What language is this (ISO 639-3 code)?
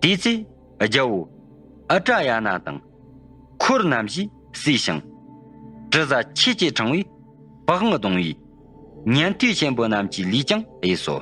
bod